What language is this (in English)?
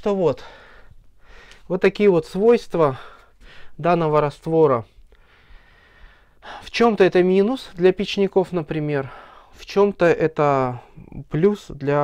Russian